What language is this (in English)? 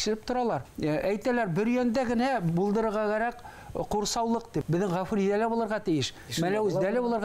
Bashkir